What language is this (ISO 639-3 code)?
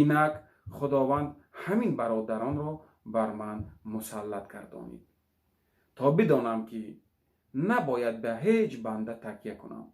tgk